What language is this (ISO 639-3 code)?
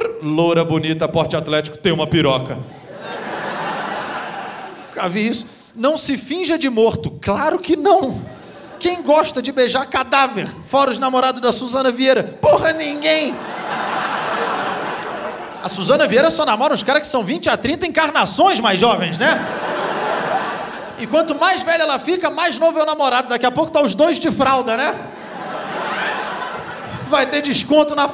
por